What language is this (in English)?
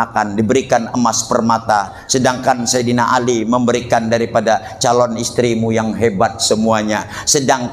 Banjar